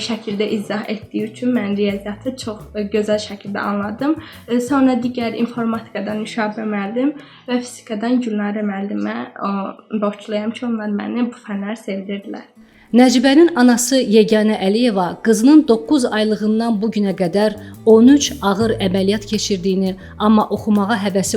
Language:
Azerbaijani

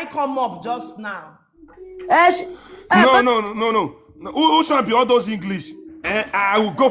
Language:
Nigerian Pidgin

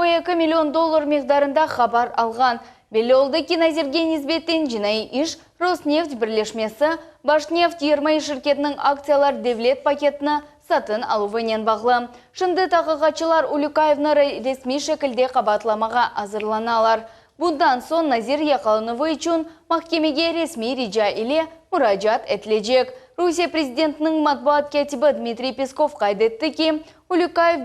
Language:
Crimean Tatar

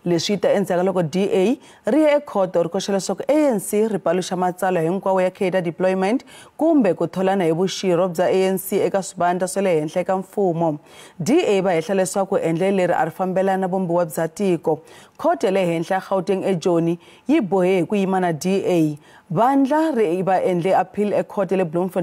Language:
Tsonga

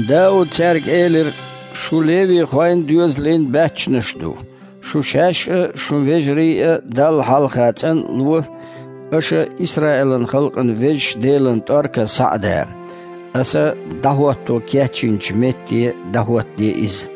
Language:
Chechen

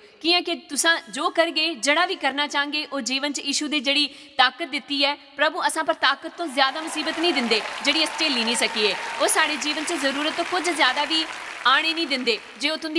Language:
Dogri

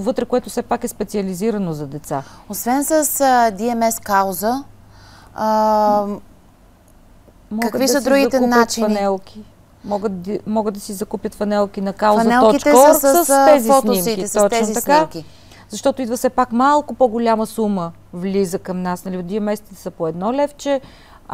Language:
Bulgarian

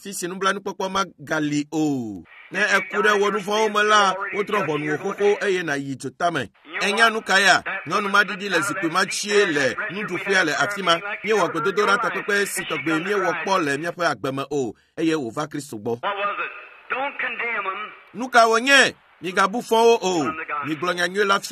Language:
Ewe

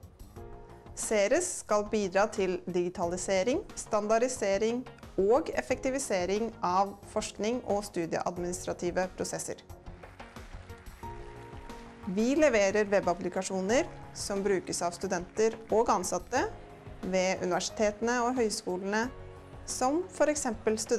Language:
Norwegian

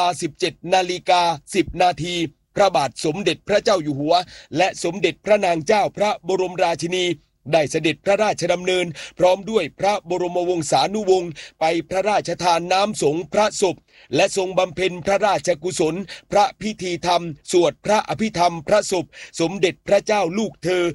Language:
Thai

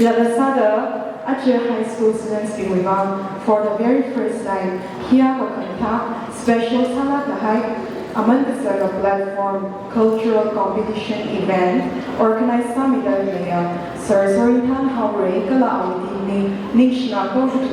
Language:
Tangkhul Naga (India)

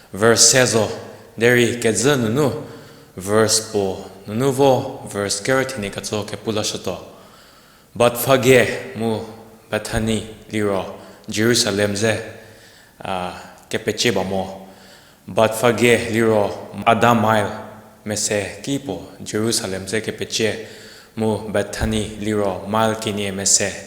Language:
Angami Naga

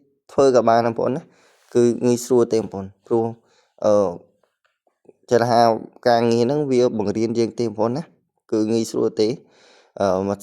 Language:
Khmer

